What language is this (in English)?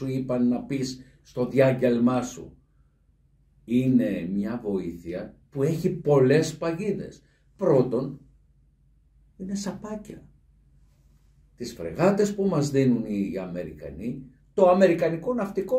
Greek